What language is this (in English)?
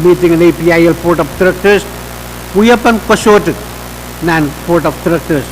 Pohnpeian